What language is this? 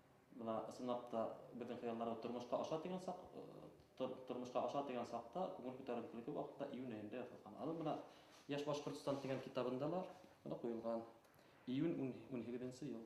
Bashkir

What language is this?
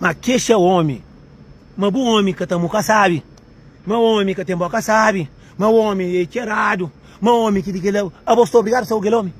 Kabuverdianu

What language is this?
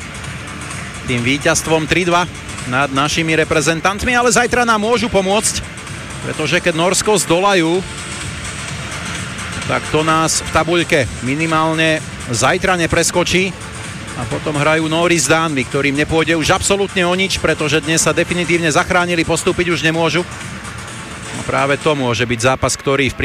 Slovak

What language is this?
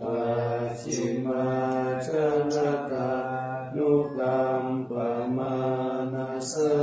Pali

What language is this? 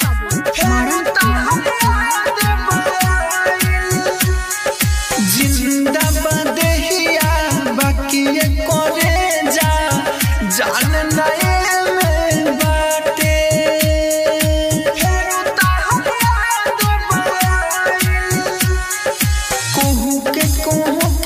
Bhojpuri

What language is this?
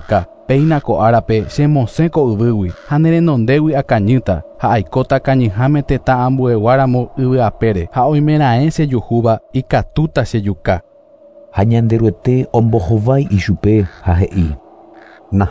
Guarani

